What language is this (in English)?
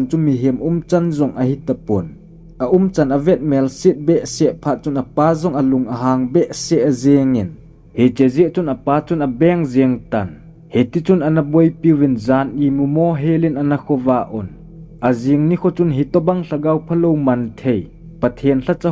Thado Chin